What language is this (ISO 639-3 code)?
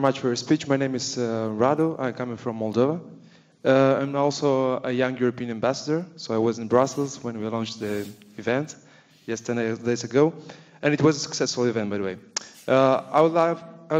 eng